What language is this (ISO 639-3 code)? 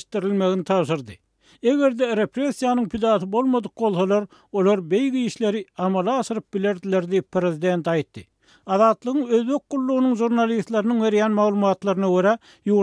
tuk